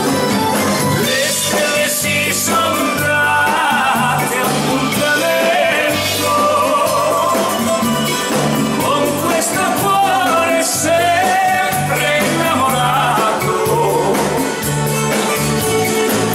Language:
Italian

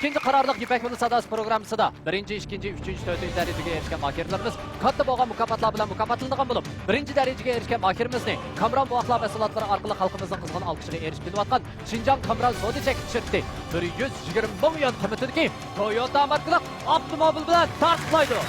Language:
Uyghur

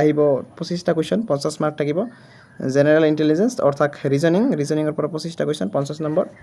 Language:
Assamese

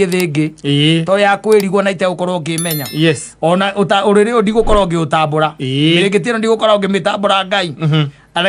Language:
Kikuyu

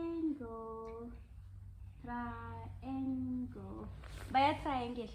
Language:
Tswana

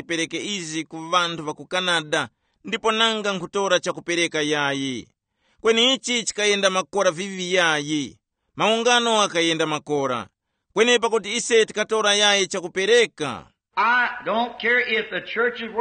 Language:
Tumbuka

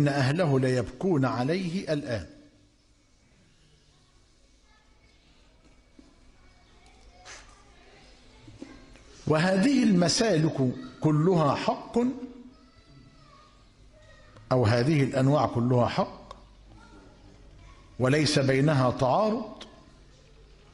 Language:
Arabic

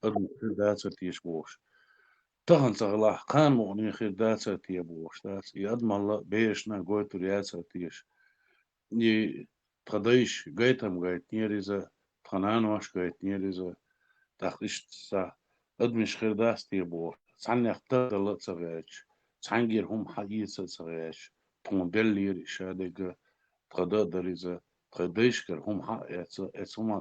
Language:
Chechen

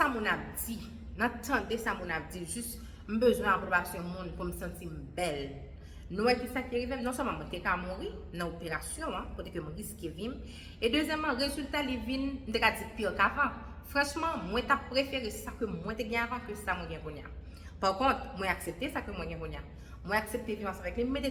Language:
Haitian Creole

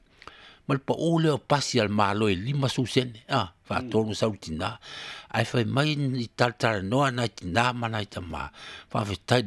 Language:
Samoan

